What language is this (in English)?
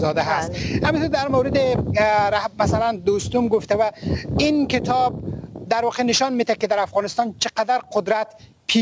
Persian